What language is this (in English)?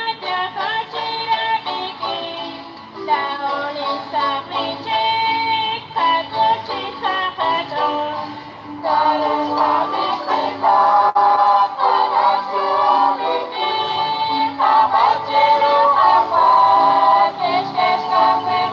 Kekchí